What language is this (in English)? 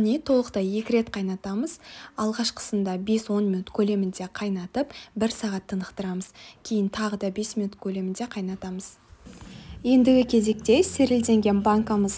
Kazakh